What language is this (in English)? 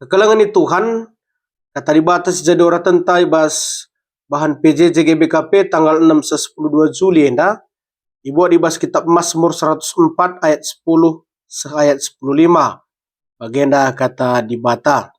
Batak Karo